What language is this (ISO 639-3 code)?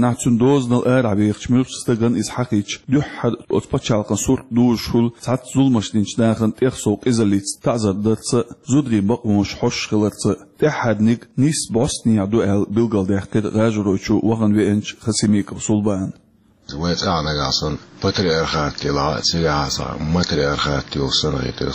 che